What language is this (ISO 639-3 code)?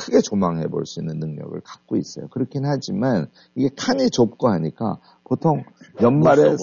kor